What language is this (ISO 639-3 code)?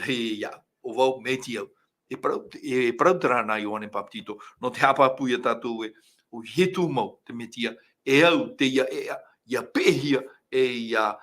tah